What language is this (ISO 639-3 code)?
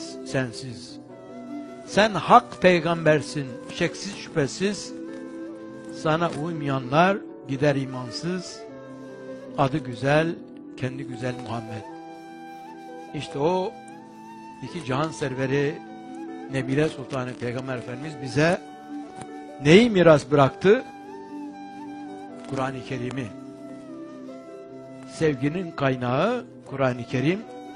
tur